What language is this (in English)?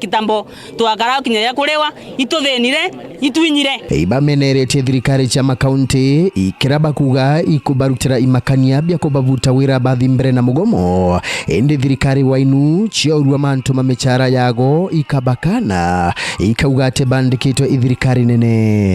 Meru